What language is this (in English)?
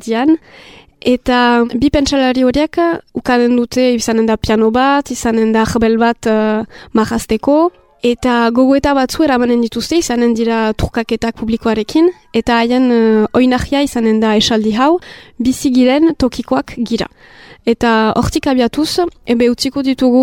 Basque